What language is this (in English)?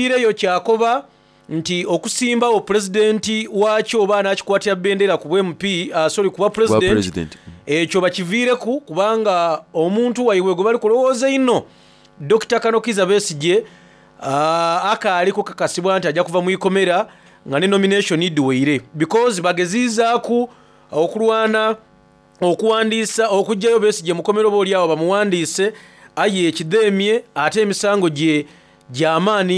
Soga